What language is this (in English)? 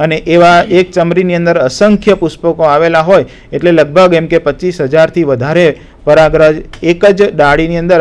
Gujarati